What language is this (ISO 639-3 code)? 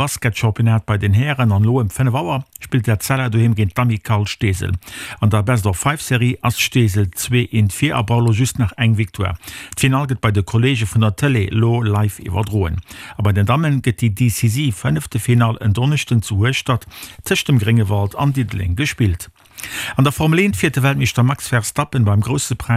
ltz